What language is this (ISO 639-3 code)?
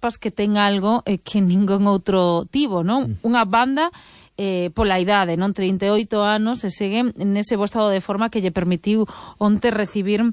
glg